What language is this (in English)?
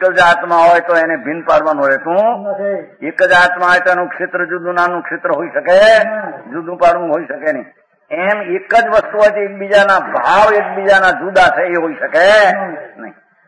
Gujarati